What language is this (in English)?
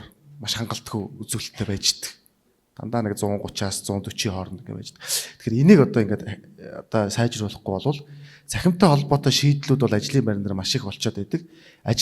Mongolian